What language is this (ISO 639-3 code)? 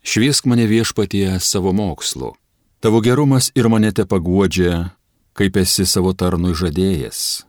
lit